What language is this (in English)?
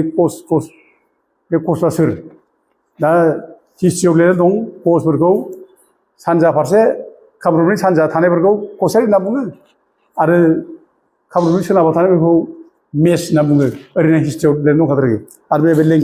Bodo